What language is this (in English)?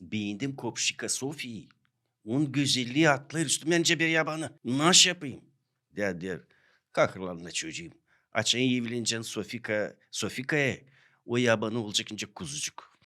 Gagauz